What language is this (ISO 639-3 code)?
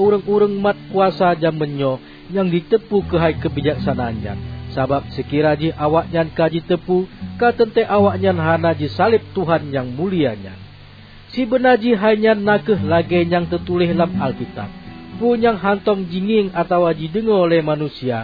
ace